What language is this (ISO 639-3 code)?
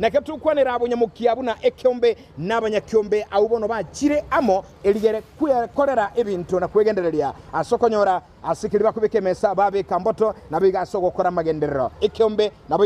guz